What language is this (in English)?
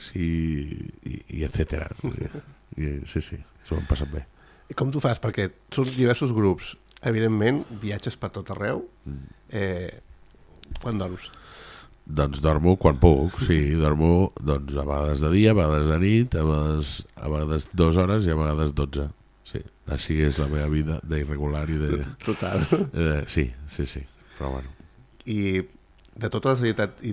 Catalan